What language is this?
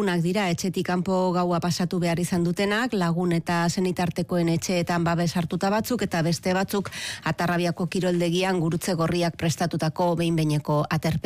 Basque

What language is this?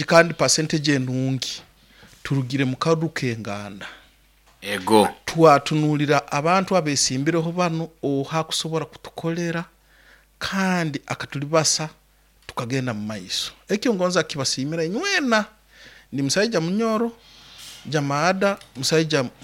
Nyoro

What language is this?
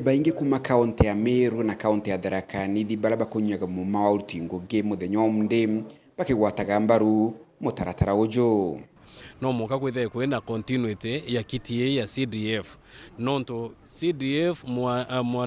Meru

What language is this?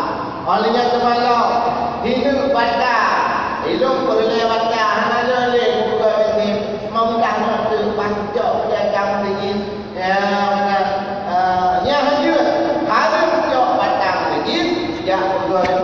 Achinese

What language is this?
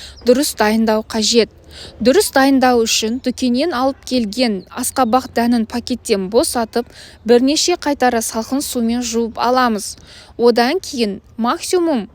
Kazakh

